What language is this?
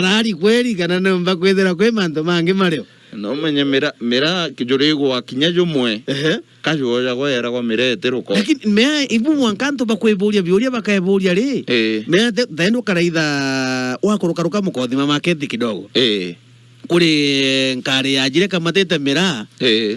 Meru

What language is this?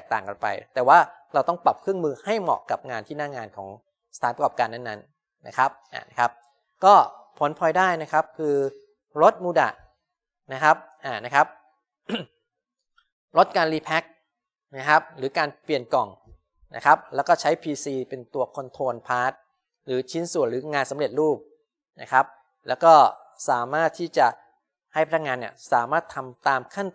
Thai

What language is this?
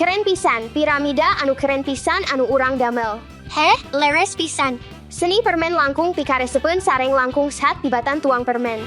Sundanese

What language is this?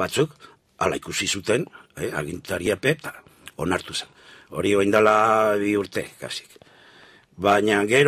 Basque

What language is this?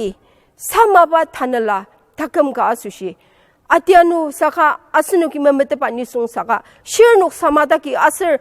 Ao Naga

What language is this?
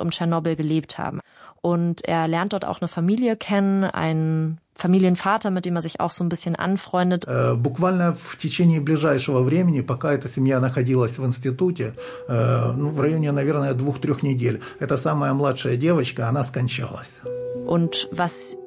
German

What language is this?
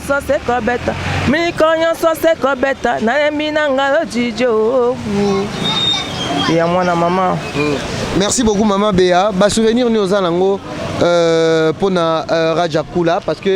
Lingala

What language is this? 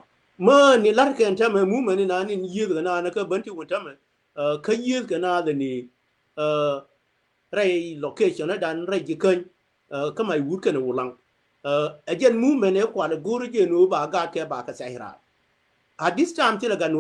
Nuer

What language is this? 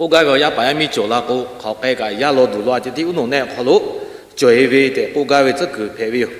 Lahu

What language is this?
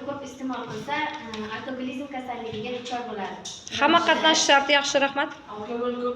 Uzbek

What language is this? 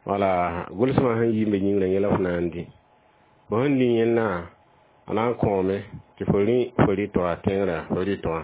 Mossi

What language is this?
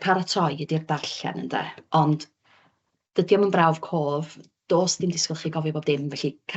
Welsh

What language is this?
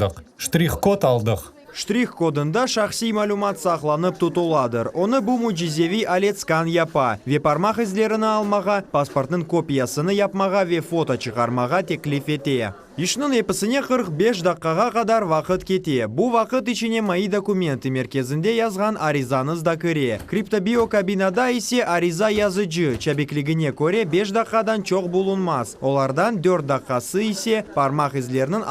Crimean Tatar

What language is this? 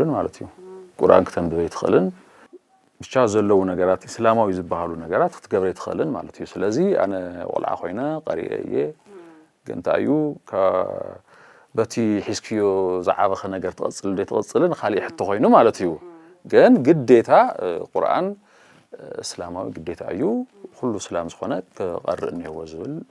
Tigrinya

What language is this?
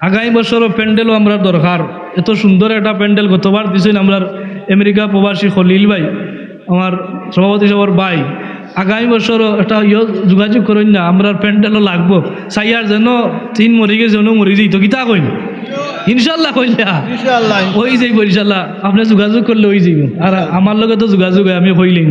Sylheti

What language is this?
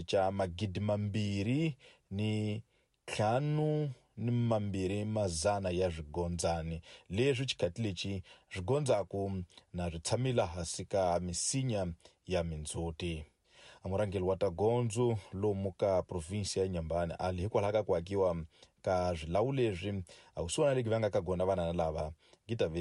Tsonga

